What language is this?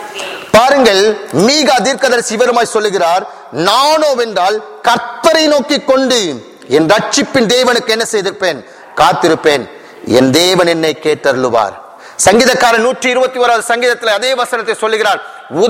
Tamil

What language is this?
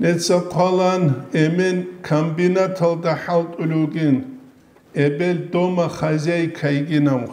Avaric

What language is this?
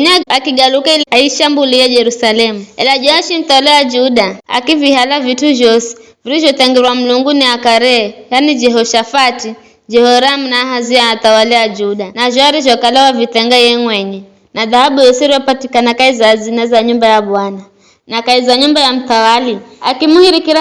Giryama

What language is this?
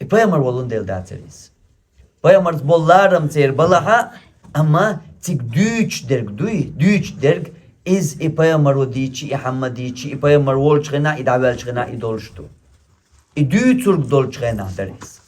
Chechen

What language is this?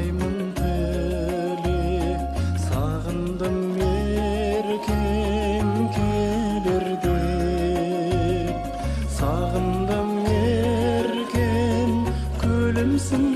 Kazakh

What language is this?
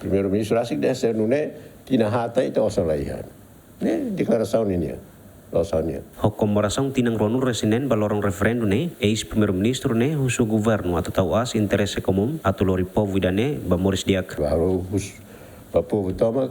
Tetum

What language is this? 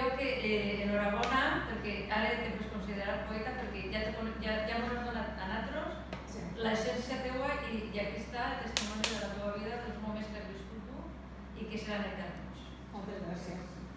Catalan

